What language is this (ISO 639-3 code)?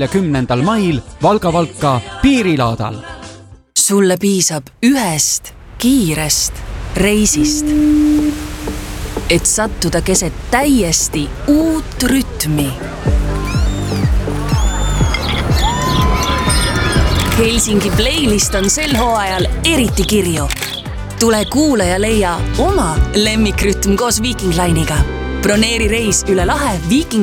est